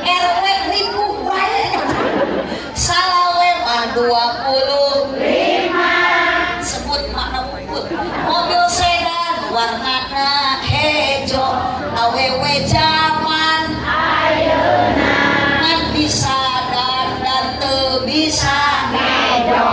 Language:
Sundanese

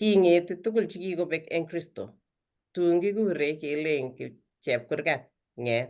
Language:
Kalenjin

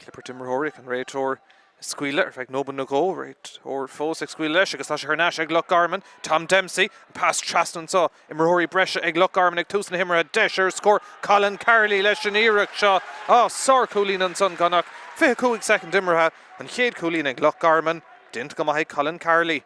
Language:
Irish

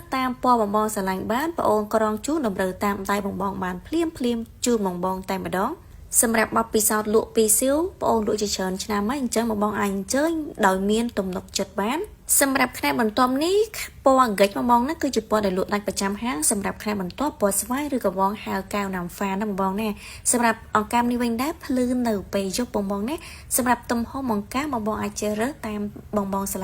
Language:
Khmer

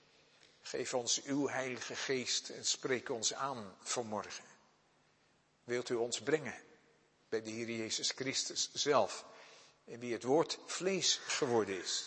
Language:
Dutch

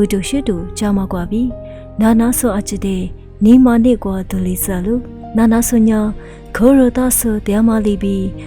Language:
Lisu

